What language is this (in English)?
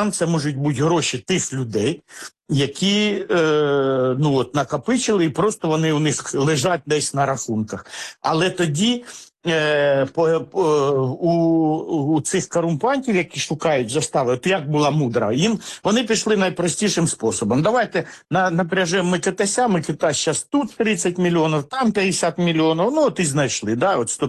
Ukrainian